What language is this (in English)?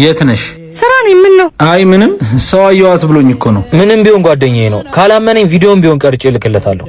Amharic